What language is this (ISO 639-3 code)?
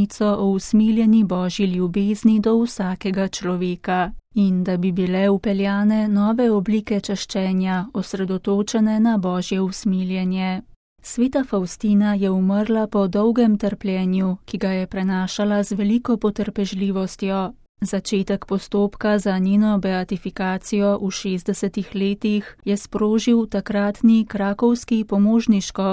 slv